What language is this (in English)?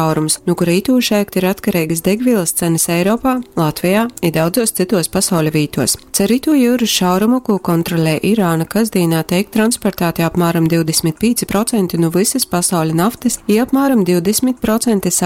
Latgalian